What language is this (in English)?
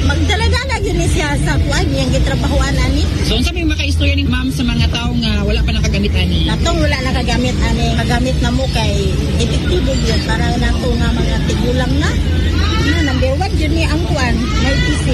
Cebuano